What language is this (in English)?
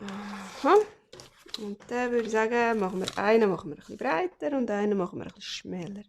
Swiss German